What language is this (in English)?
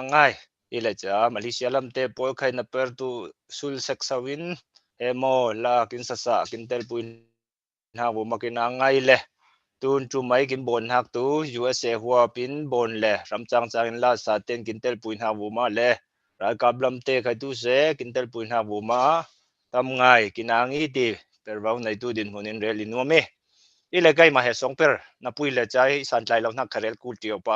Falam Chin